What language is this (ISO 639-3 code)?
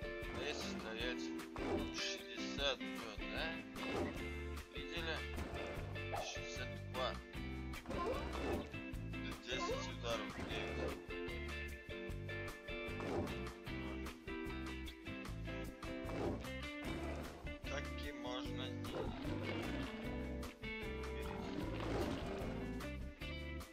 rus